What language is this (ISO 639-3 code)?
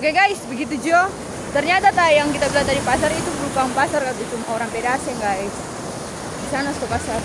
xmm